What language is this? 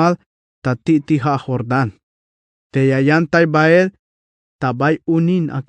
Tzeltal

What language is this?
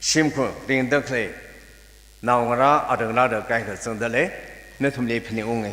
Tangkhul Naga (India)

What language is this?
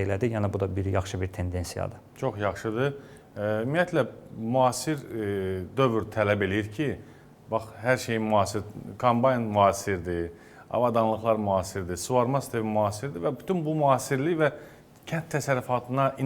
Azerbaijani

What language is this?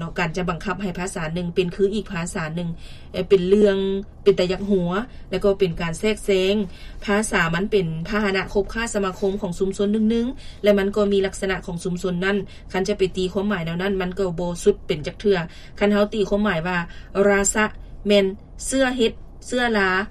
Lao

